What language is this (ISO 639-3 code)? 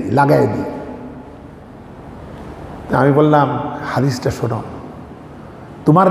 ben